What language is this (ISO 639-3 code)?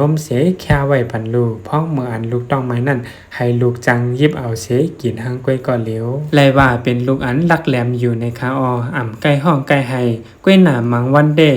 shn